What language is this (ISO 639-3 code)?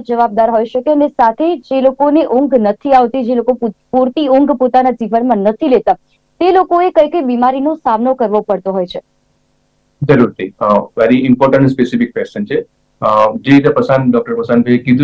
guj